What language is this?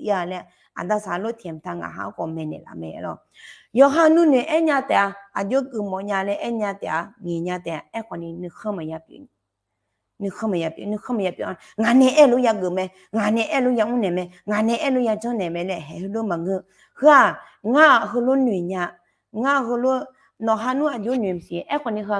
Akha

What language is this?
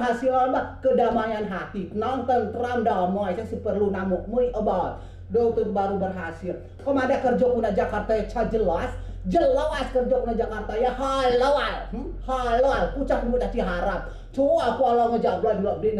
Rejang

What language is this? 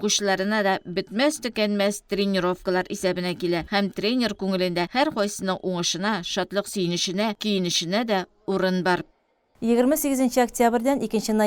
Tatar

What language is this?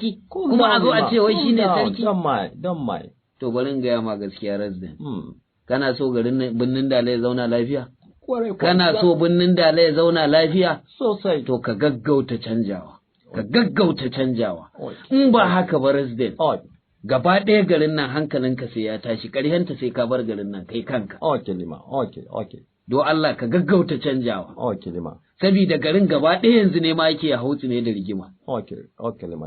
Hausa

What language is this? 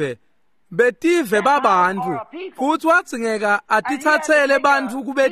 Swati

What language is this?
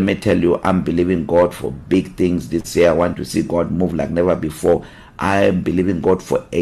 English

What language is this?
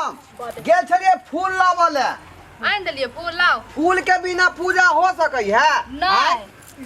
Maithili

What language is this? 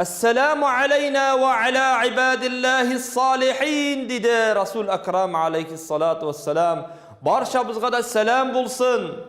Tatar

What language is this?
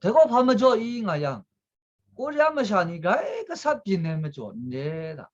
Kachin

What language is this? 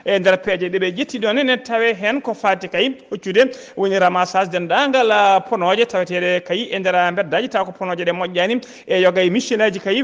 Fula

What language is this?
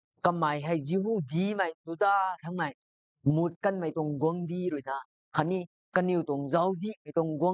Rongmei Naga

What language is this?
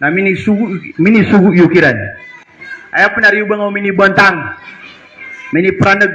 Maranao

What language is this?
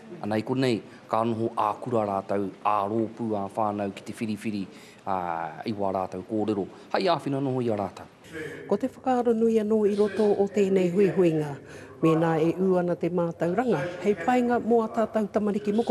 Māori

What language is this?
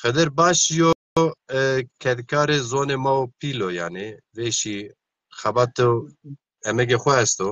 Zaza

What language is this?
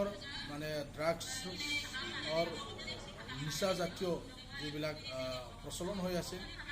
Assamese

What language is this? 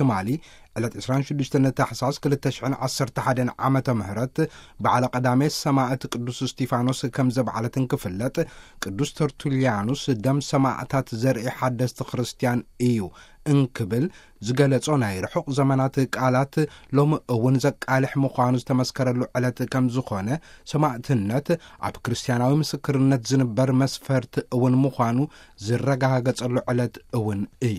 Tigrinya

